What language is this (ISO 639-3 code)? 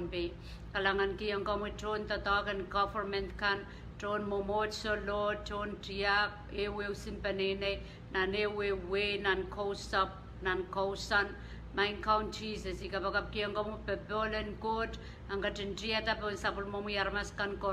pon